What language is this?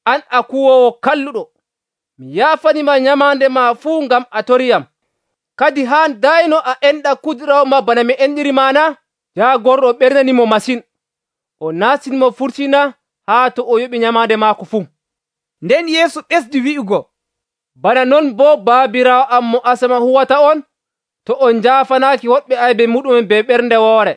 Nigerian Fulfulde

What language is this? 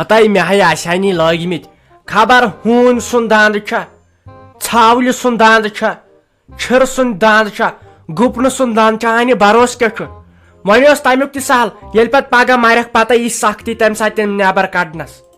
Kashmiri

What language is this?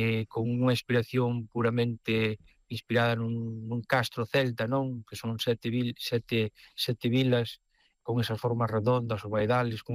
Galician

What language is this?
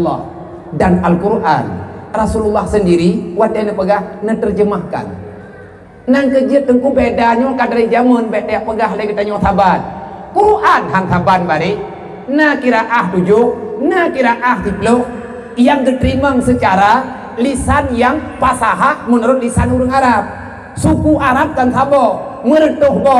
Achinese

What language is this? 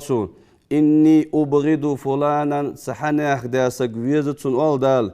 Ingush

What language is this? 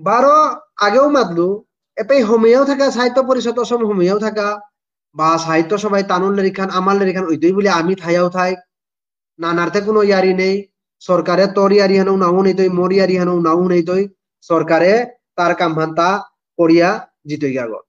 Bishnupriya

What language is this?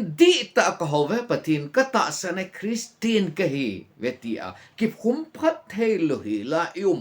Thado Chin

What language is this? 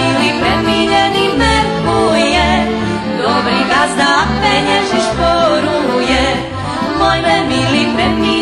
Rusyn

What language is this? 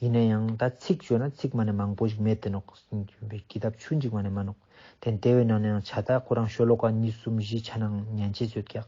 Ladakhi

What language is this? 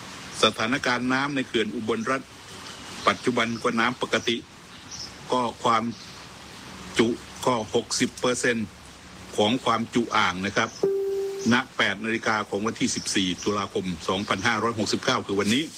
Thai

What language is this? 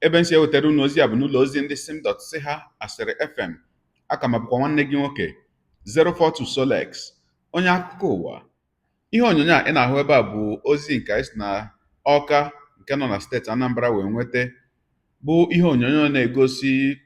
Igbo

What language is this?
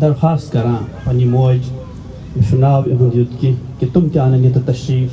Kashmiri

